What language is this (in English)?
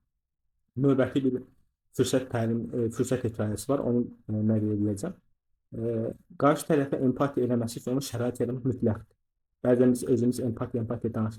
Azerbaijani